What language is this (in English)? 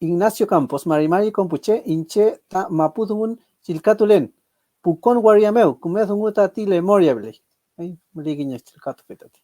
Mapuche